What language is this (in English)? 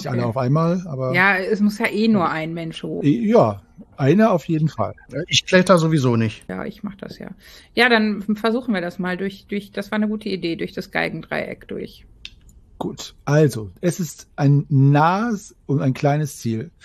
German